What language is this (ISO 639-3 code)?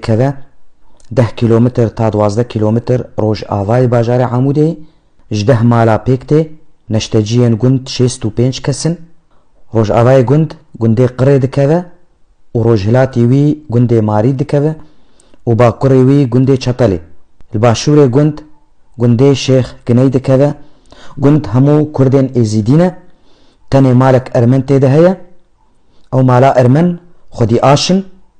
kur